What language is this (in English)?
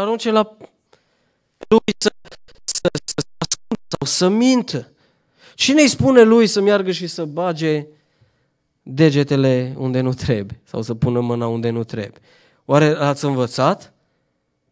Romanian